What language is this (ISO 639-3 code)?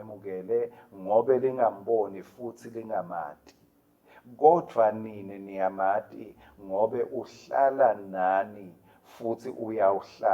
ssw